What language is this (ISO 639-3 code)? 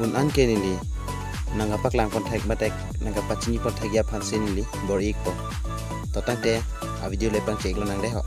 mjw